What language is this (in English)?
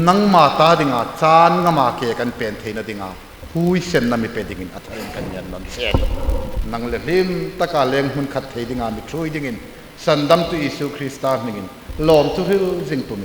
Hmar